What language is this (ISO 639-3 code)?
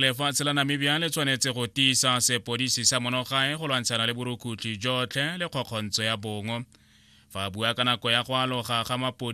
tsn